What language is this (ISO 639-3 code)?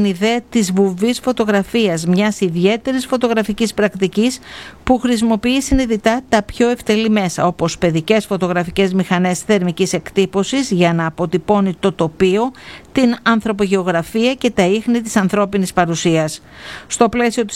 ell